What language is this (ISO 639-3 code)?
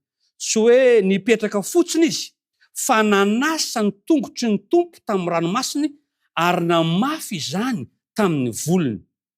mlg